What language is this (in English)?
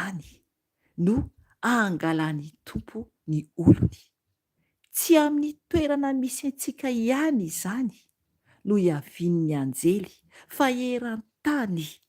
Malagasy